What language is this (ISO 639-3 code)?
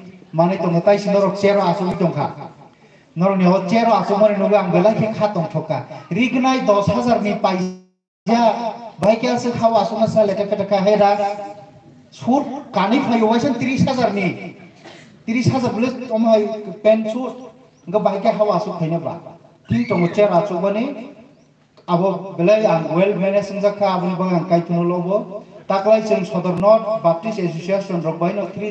trp